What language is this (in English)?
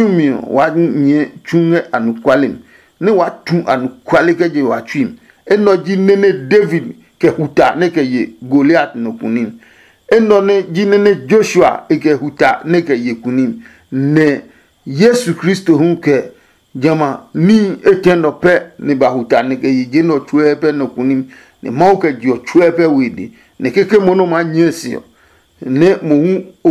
Adangme